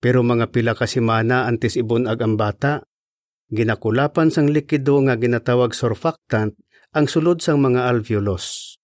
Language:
Hiligaynon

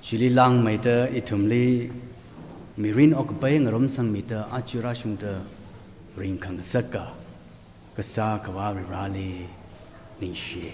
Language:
Tangkhul Naga (India)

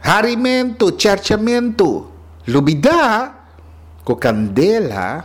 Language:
Papiamento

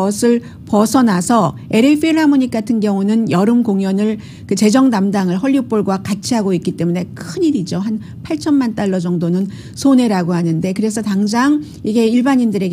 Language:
Korean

